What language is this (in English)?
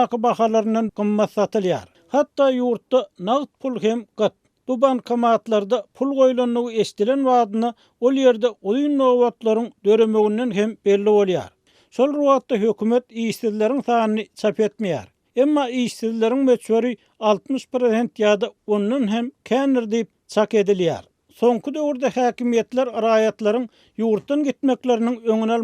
Turkmen